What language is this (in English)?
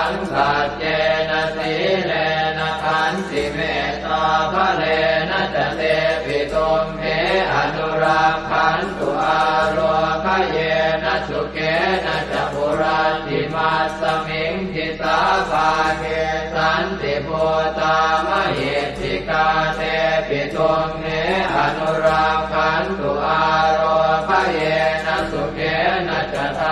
Pali